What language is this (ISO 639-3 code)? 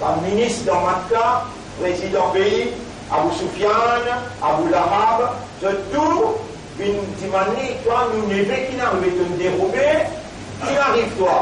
mfe